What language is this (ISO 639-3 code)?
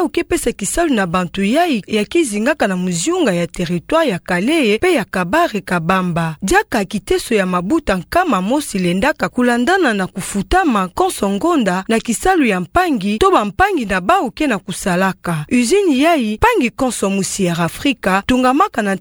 ktu